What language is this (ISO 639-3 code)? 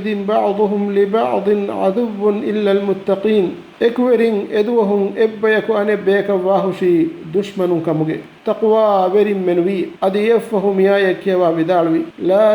div